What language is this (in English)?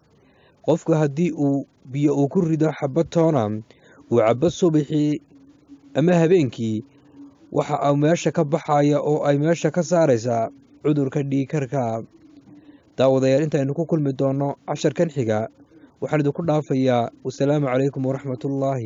Somali